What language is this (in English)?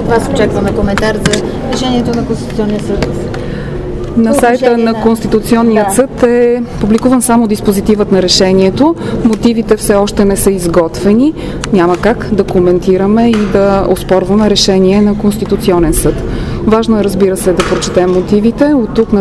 Bulgarian